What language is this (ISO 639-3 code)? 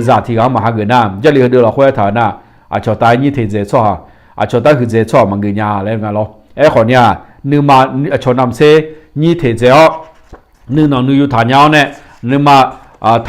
ahk